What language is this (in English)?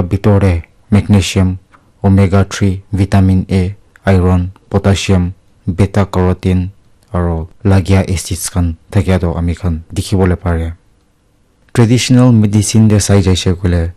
Naga Pidgin